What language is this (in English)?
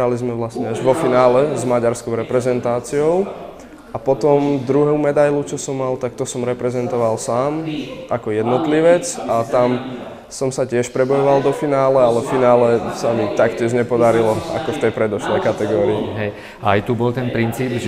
Slovak